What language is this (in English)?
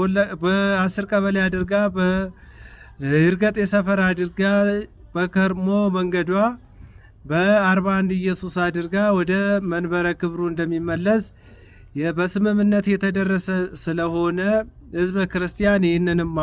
Amharic